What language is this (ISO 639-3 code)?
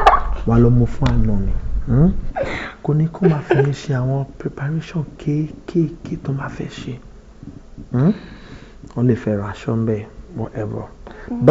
yor